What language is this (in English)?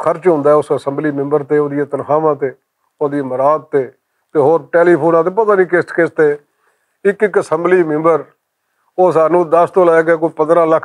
Western Panjabi